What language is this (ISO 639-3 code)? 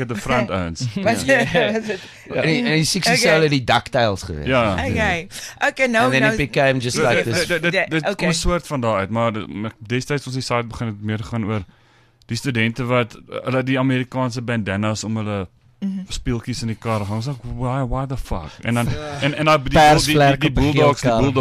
afr